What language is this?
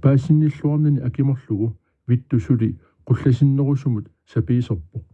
Kalaallisut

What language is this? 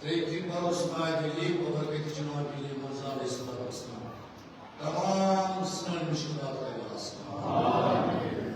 Kashmiri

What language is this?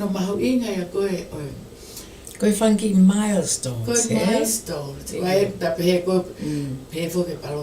Tongan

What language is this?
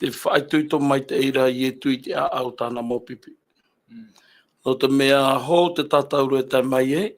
Tahitian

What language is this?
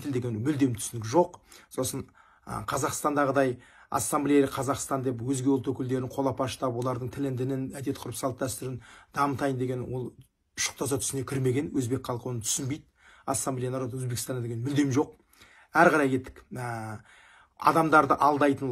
Kazakh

